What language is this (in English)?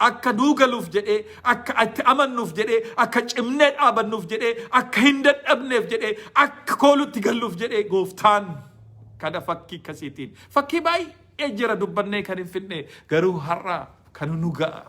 Oromo